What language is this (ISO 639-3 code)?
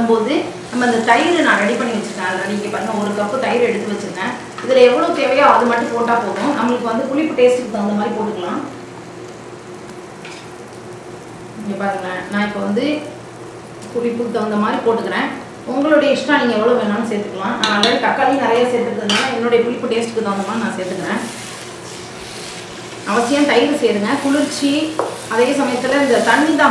tam